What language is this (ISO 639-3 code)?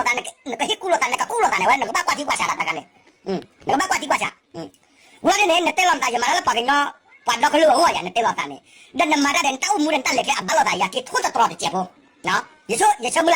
ksw